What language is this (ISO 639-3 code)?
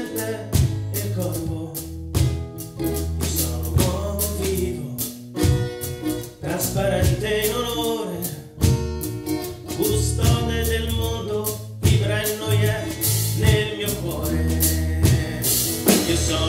ita